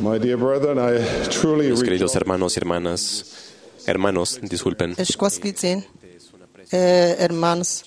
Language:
Kekchí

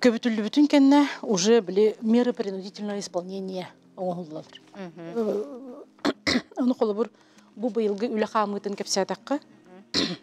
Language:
Yakut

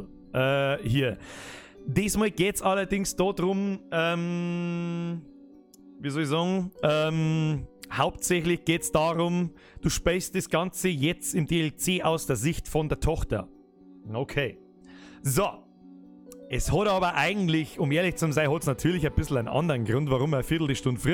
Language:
Bavarian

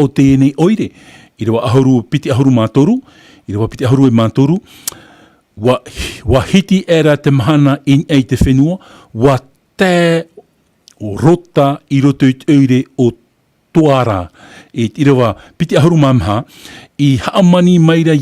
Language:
Tahitian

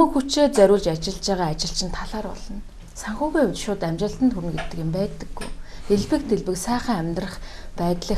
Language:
Mongolian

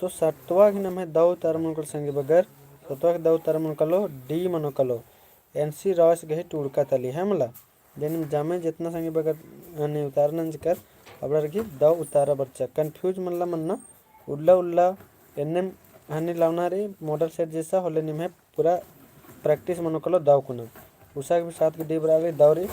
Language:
Kurukh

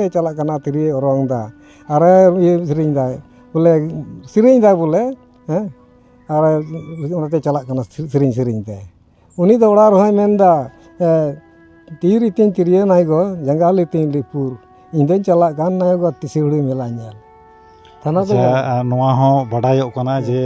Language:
Santali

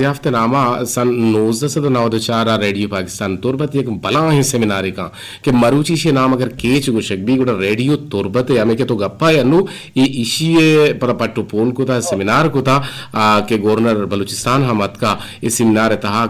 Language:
Eastern Balochi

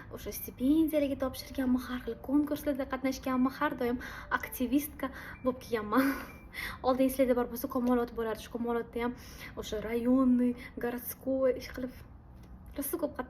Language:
Uzbek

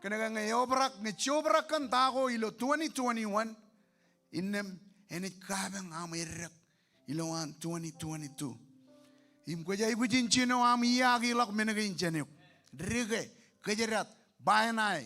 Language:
Marshallese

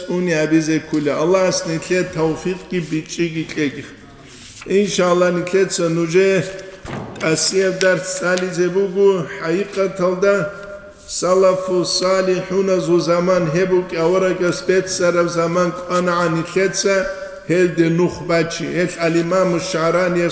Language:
Avaric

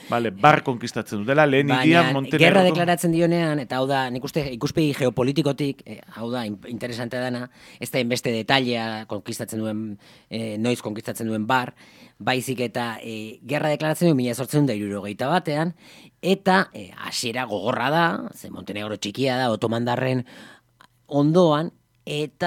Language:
Basque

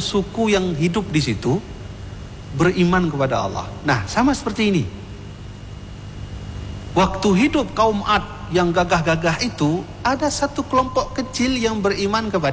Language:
Indonesian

